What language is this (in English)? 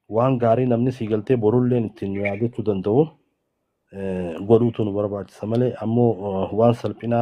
Oromo